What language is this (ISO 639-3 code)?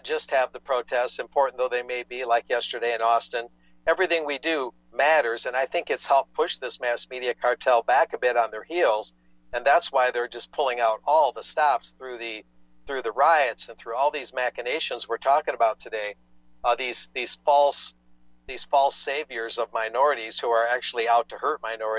eng